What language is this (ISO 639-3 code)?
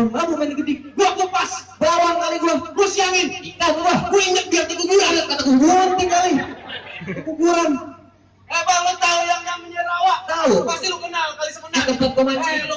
bew